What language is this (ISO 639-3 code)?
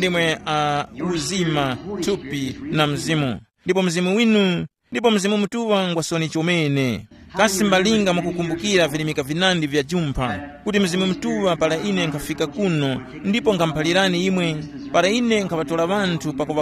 tum